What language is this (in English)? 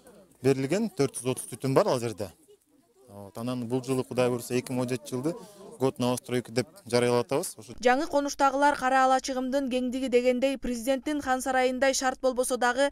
Kyrgyz